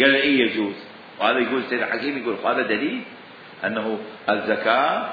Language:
Mesopotamian Arabic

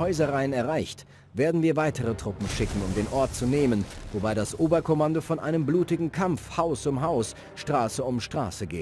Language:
Bavarian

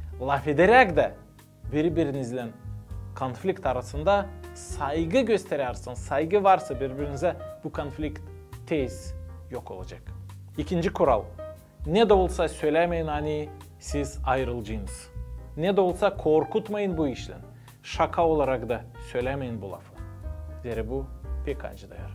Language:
Gagauz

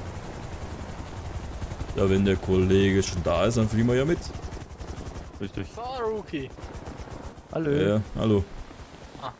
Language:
German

